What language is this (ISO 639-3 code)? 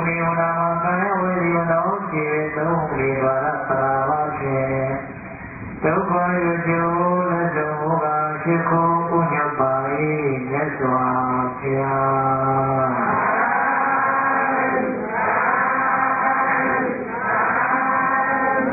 mya